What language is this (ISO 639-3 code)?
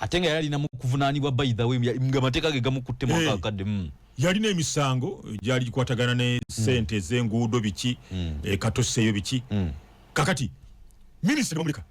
lug